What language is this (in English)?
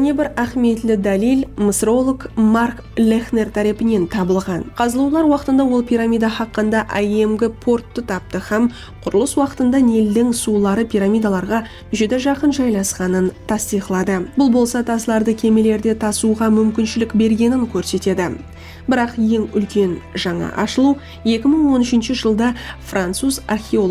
Kara-Kalpak